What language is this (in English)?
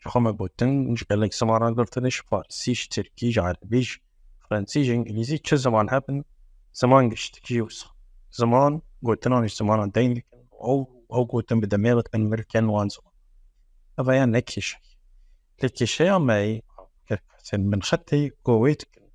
Kurdish